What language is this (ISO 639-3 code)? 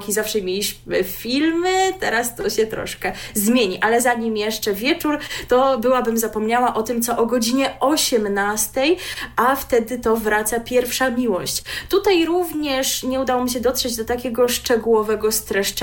pol